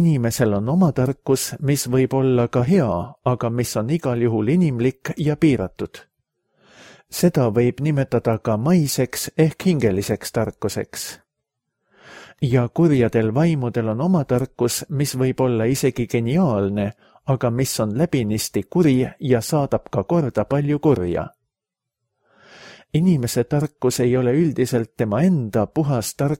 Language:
Estonian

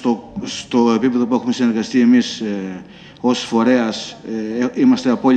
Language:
Greek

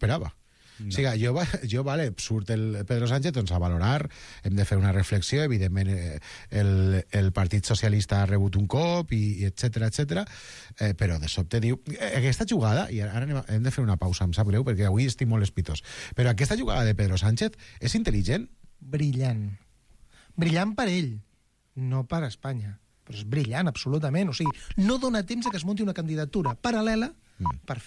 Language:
Catalan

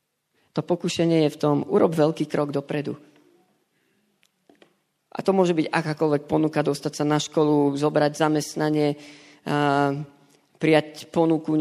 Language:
Slovak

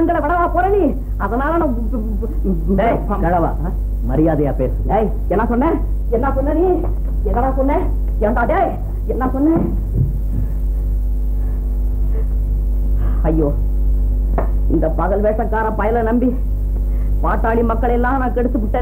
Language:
Tamil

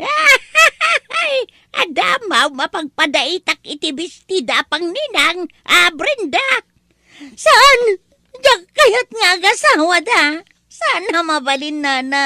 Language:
Iloko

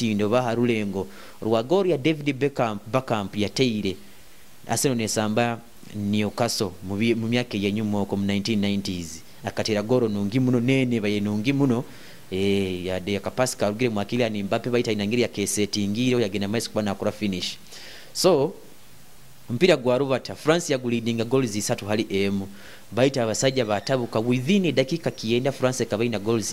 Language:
Nyoro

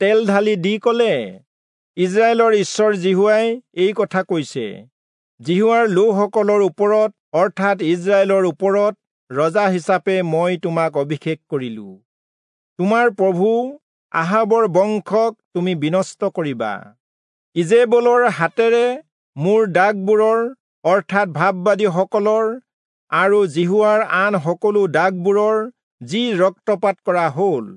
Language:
Assamese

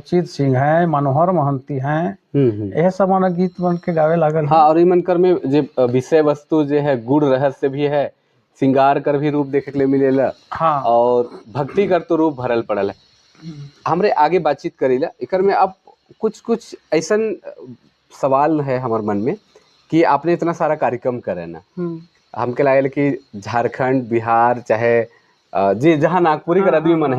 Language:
Sadri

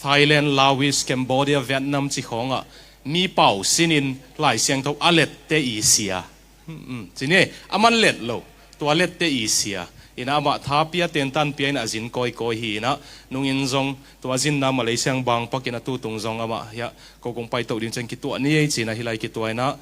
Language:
Tedim Chin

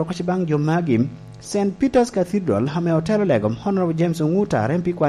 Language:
Lango (Uganda)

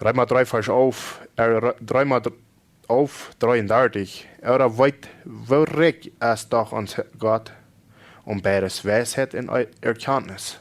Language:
Plautdietsch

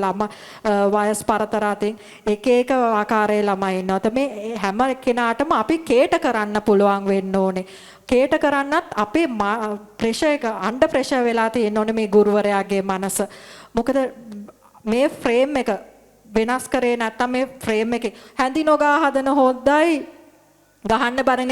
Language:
Sinhala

